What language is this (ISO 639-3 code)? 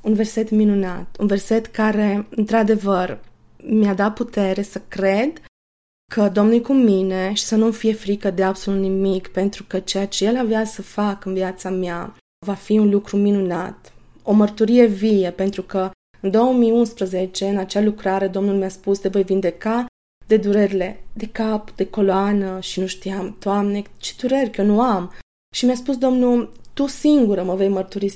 ron